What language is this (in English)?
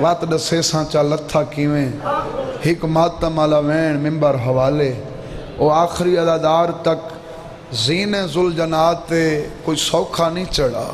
Saraiki